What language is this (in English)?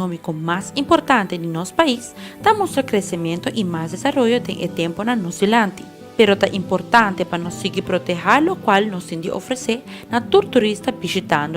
Papiamento